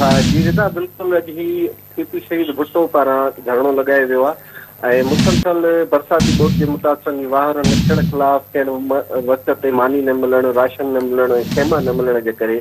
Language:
Sindhi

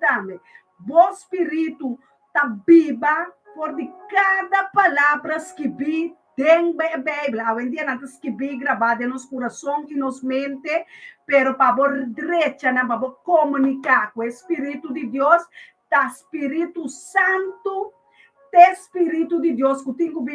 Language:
Papiamento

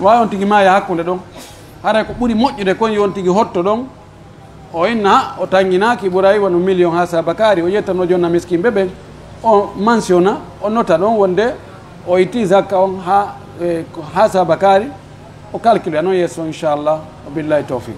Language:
Pular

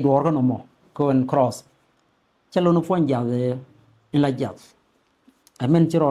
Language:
Nuer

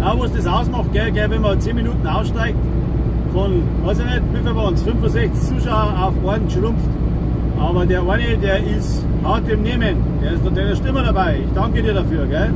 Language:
Bavarian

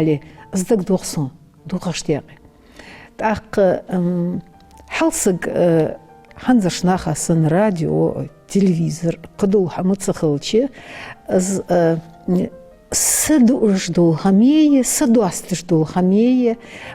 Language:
Ingush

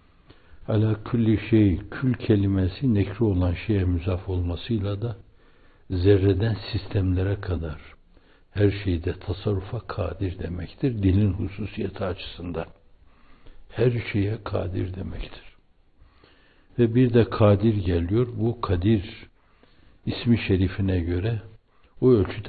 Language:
Turkish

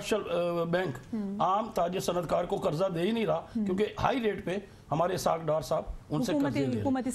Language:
Urdu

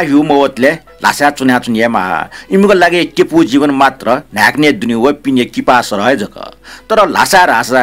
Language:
Newari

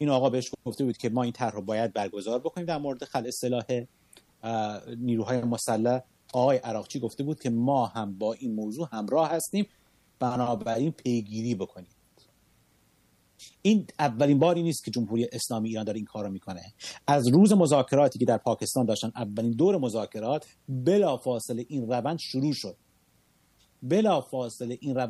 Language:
Persian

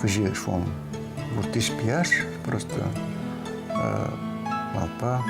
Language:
Udmurt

